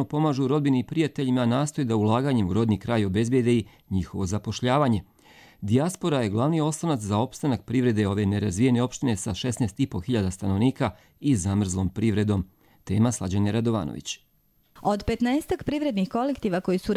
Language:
Bosnian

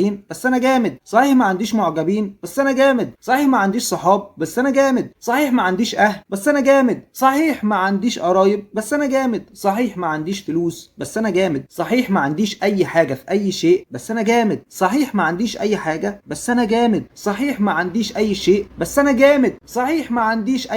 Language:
Egyptian Arabic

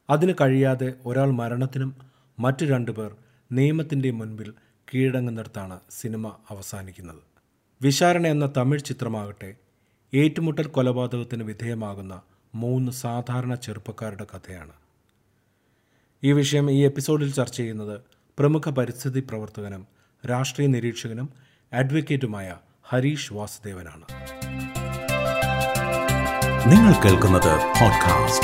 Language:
Malayalam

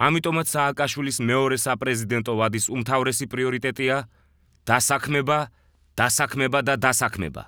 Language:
Georgian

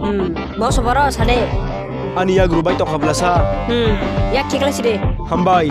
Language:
Kok Borok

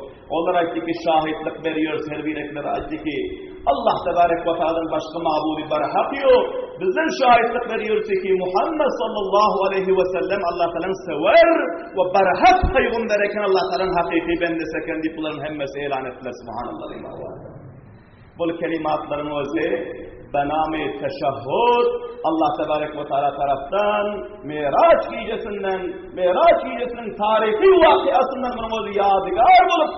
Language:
Turkmen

